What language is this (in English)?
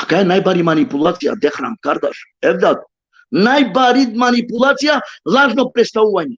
Balkan Romani